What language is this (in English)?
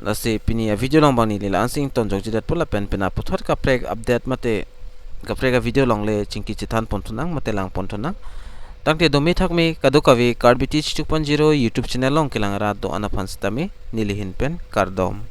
Karbi